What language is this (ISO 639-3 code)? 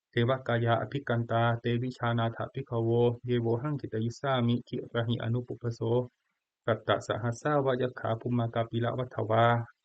pli